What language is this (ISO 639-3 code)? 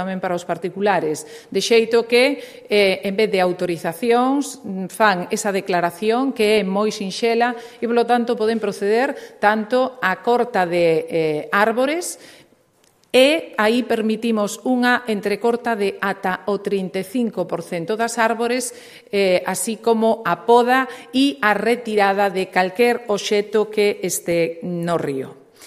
glg